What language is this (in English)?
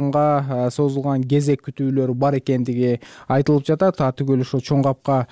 Kyrgyz